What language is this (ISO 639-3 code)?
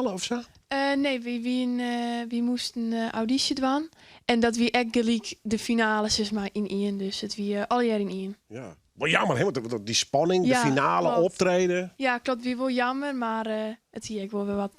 fry